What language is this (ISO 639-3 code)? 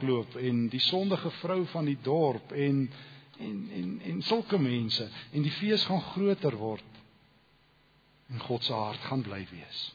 afr